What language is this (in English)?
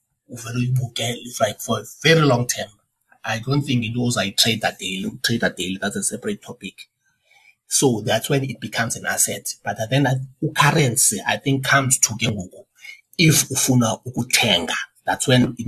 Xhosa